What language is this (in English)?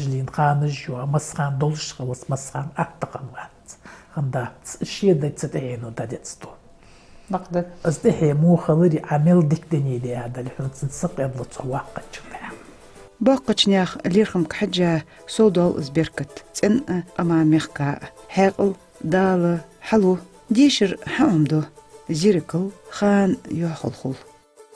Ingush